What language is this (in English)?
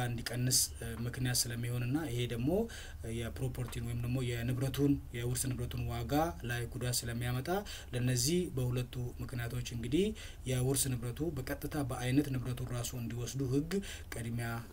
Amharic